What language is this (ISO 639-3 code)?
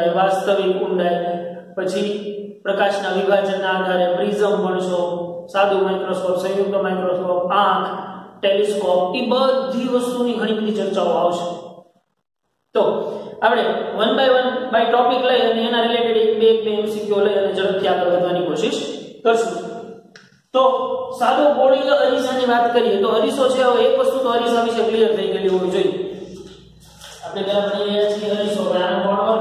guj